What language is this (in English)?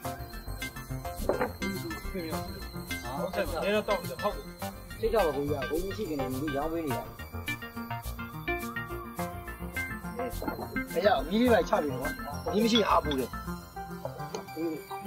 Burmese